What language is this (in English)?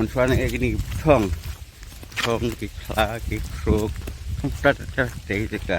Khasi